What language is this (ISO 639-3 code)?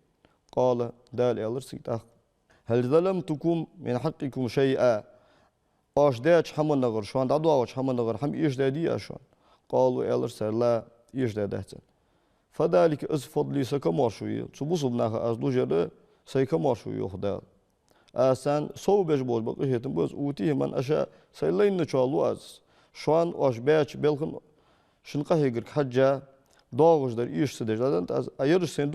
inh